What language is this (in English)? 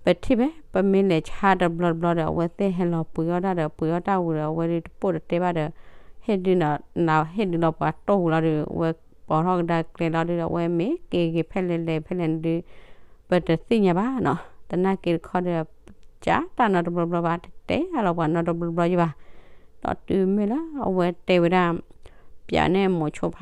S'gaw Karen